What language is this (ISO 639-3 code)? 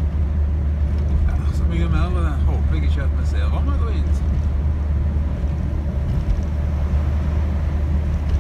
nor